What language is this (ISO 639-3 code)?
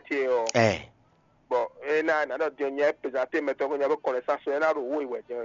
fon